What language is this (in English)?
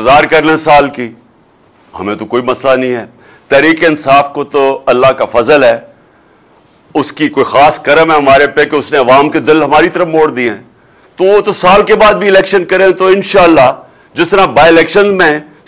Urdu